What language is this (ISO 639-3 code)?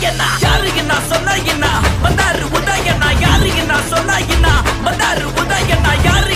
tam